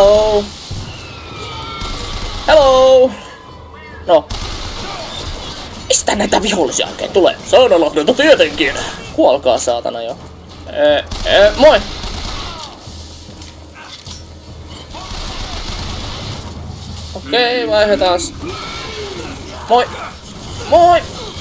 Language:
Finnish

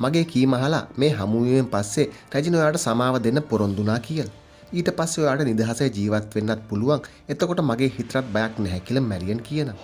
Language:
Sinhala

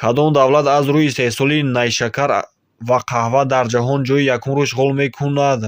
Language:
Tajik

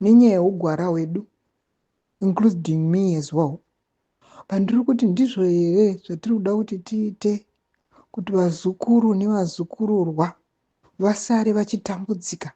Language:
Shona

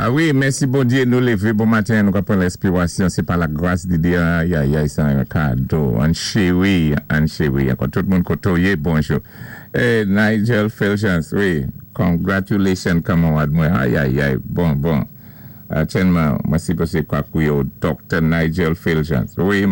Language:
Saint Lucian Creole French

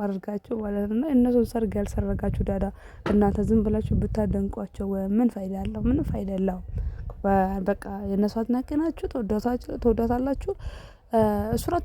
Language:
Amharic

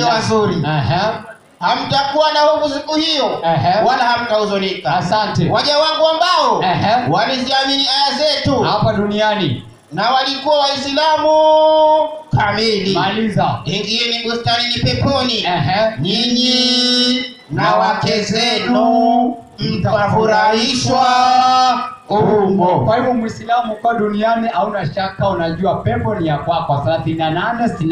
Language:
Swahili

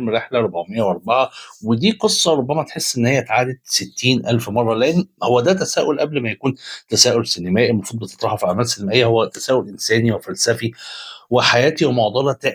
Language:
Egyptian Arabic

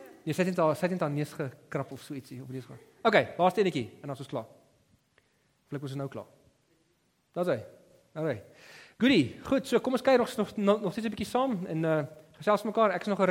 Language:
Afrikaans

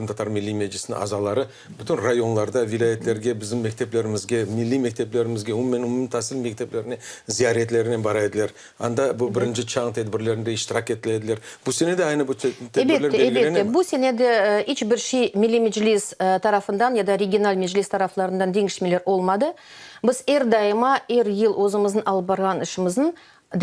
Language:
Crimean Tatar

